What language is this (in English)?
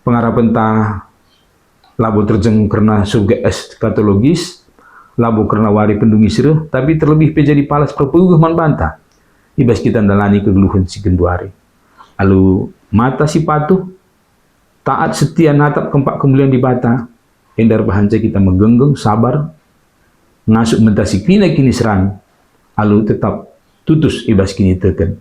Batak Karo